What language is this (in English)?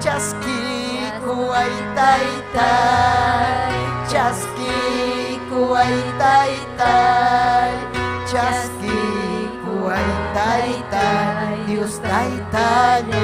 Ayacucho Quechua